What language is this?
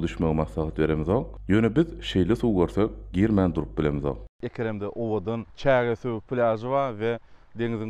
Turkmen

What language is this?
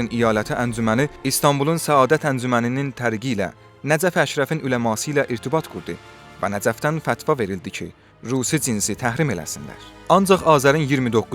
South Azerbaijani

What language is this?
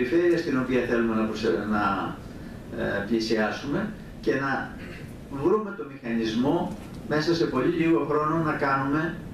Greek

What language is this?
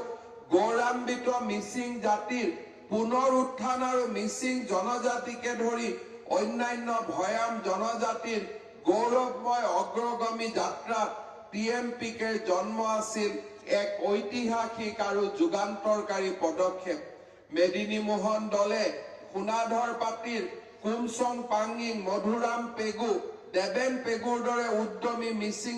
Assamese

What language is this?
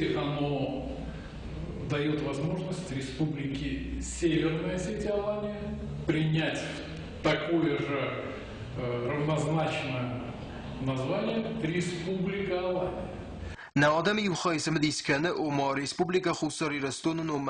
Ossetic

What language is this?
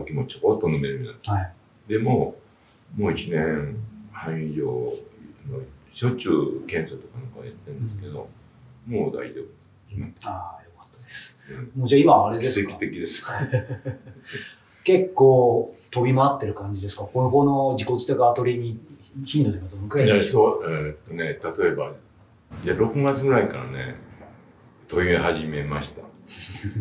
Japanese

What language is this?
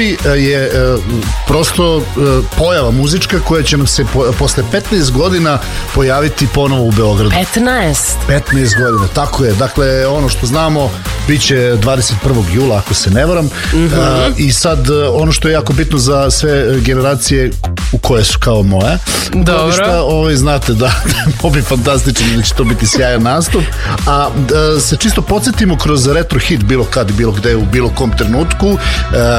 Serbian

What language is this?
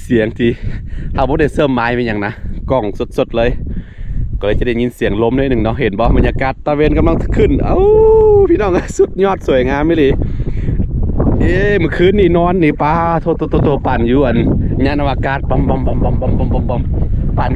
Lao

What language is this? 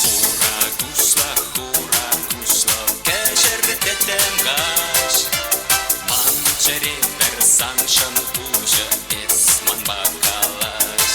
Chuvash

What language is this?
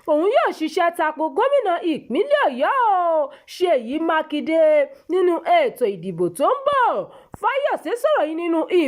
Yoruba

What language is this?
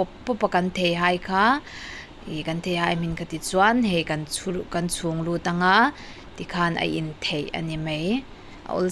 Mizo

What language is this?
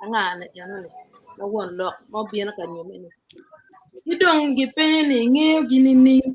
Acoli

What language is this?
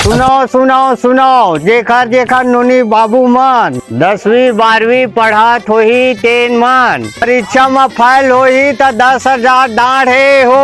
Chhattisgarhi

